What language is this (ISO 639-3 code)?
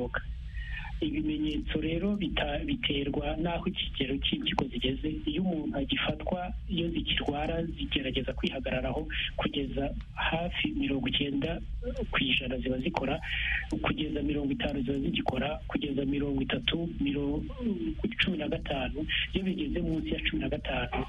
kin